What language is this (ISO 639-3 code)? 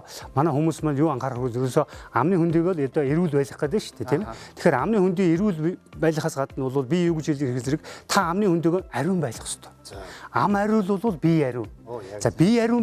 mon